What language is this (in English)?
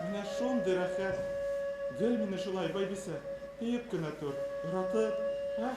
Bashkir